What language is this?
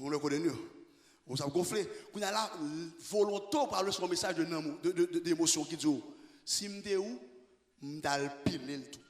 Haitian Creole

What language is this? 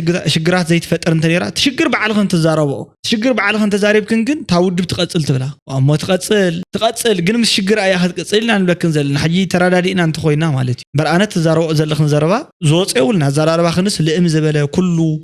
Tigrinya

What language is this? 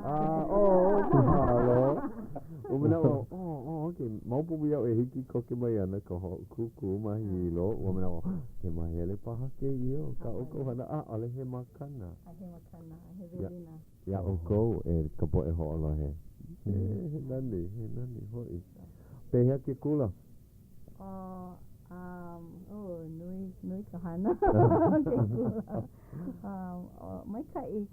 Hawaiian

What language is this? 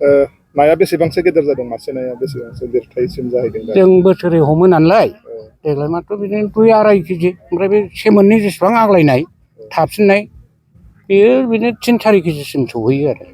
Bodo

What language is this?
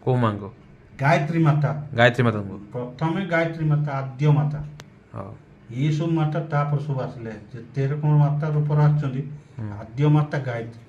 Odia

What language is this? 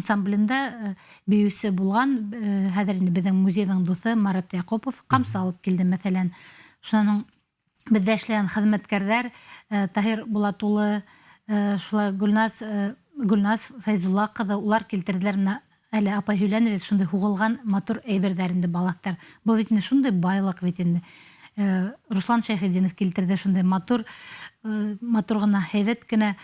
Bashkir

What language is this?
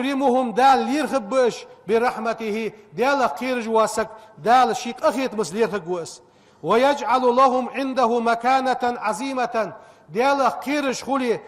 Ingush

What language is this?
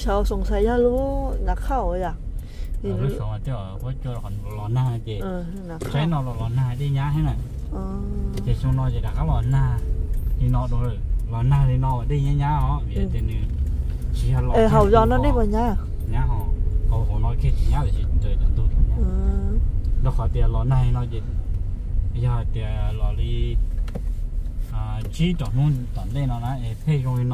Vietnamese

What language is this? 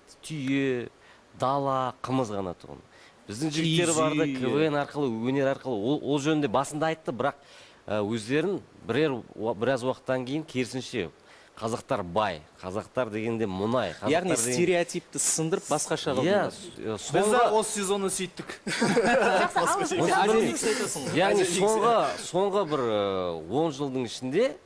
Kazakh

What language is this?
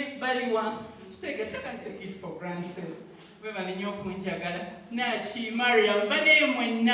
Ganda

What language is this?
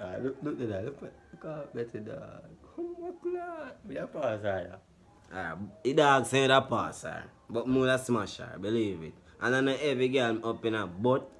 Jamaican Creole English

